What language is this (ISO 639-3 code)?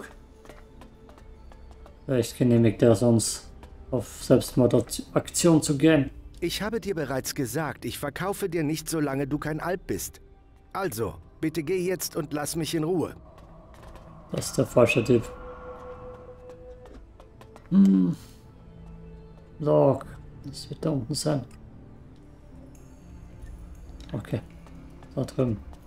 deu